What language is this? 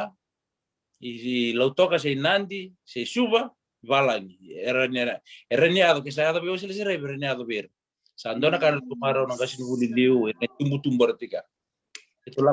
Fijian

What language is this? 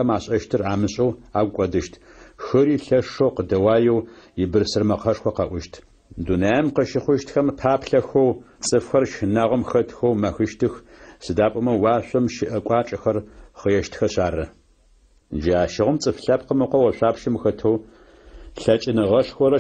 Adyghe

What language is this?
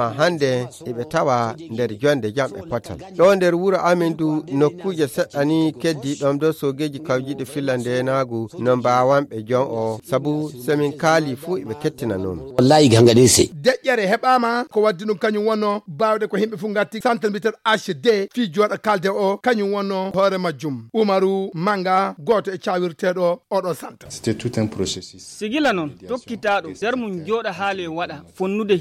Fula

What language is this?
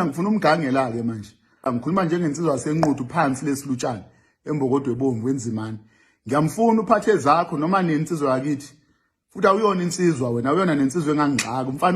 Zulu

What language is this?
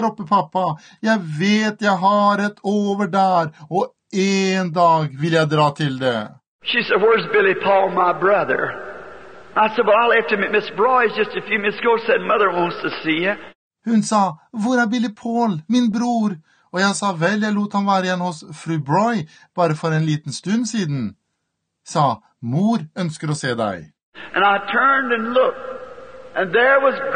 Norwegian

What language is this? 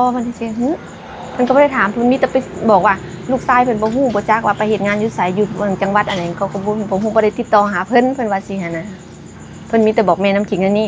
Northeastern Thai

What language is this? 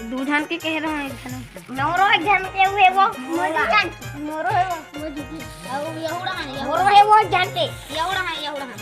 Chhattisgarhi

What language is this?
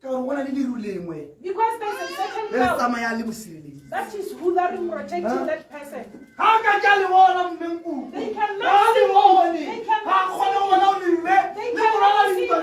Tswana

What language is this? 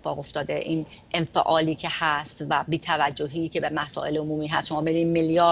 Persian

